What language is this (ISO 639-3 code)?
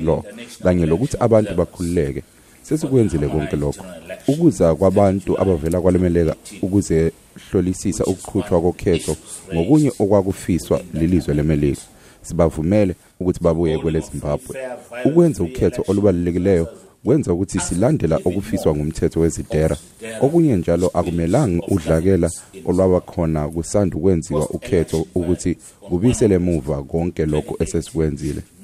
nde